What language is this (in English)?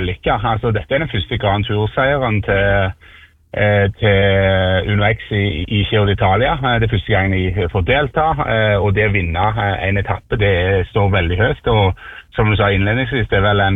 Norwegian